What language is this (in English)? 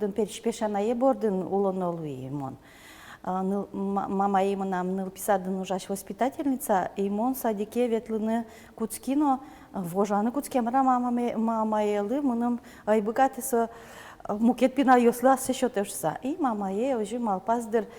Udmurt